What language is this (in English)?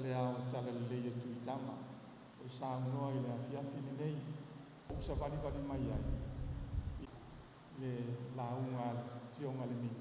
Samoan